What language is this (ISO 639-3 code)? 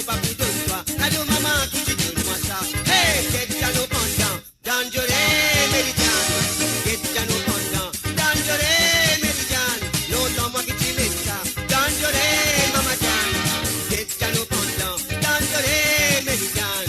mfe